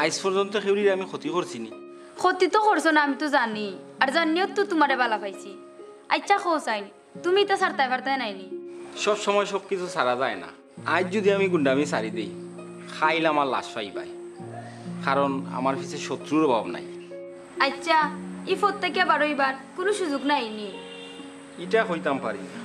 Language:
Sylheti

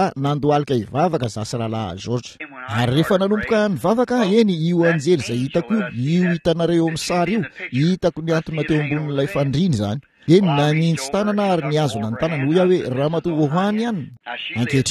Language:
Malagasy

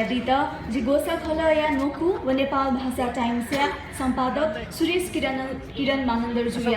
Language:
Newari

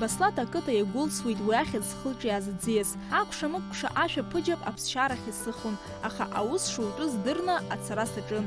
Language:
Abkhazian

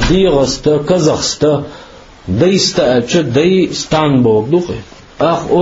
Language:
Chechen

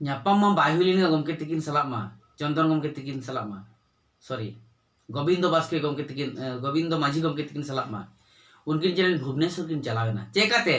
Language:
Santali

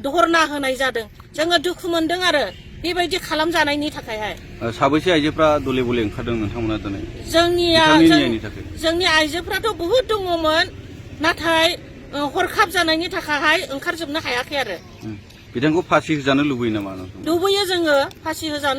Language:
Bodo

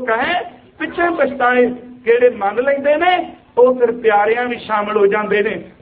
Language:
Punjabi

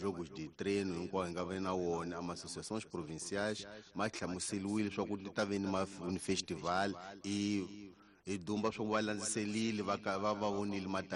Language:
Tsonga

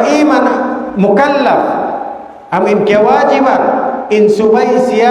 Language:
Tausug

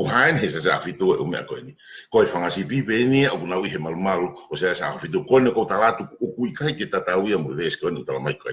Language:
Tongan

